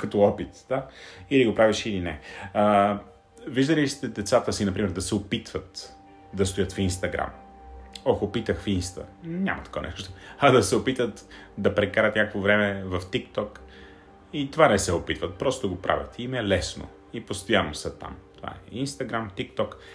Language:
Bulgarian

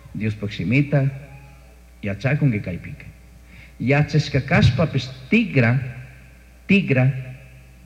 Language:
Chimborazo Highland Quichua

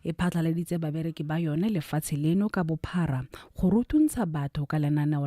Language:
Tswana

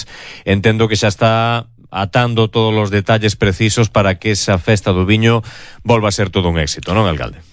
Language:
Galician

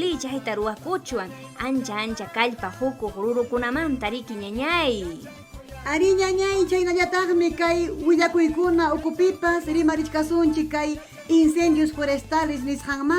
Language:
Ayacucho Quechua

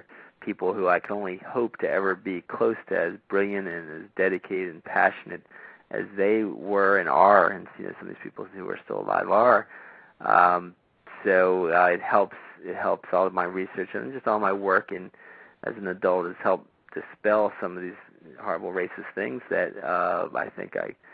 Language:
English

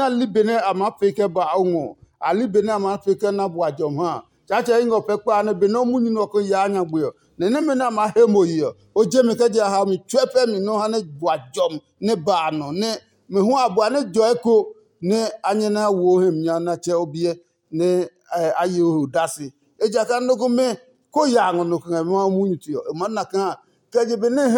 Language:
Adangme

